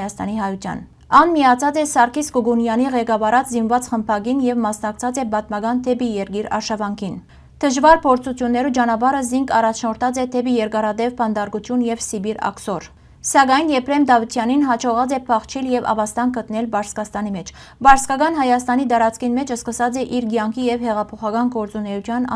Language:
Western Armenian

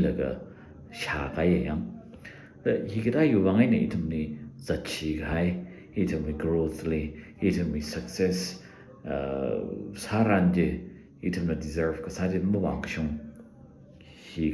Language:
Tangkhul Naga (India)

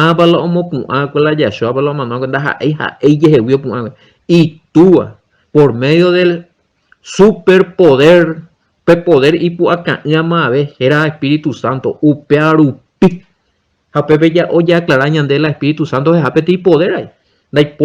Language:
Guarani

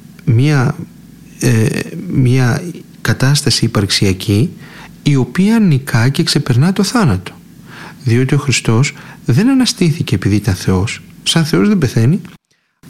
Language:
Greek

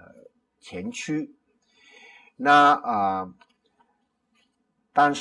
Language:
Chinese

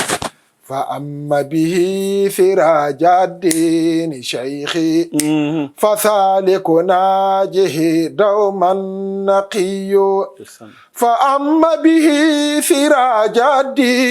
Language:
Fula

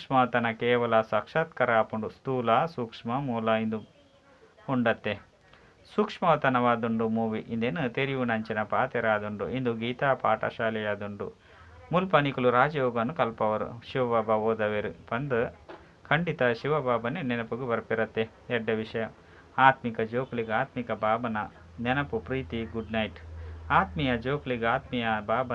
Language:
Tulu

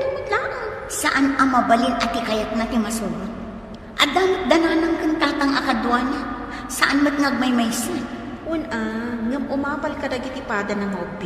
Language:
Iloko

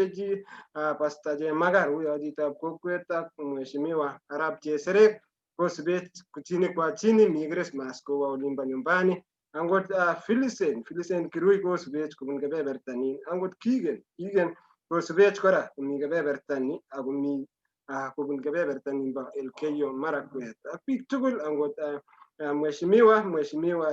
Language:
Kalenjin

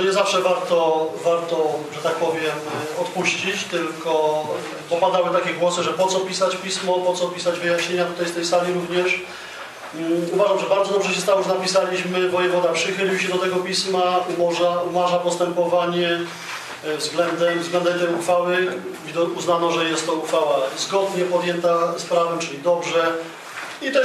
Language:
Polish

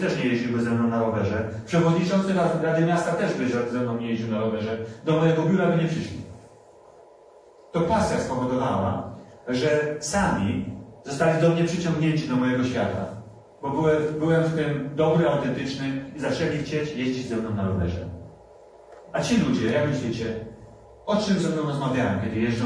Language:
Polish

